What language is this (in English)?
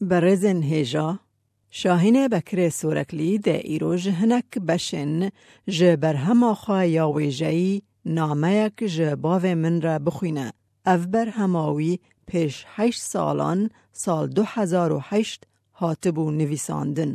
Kurdish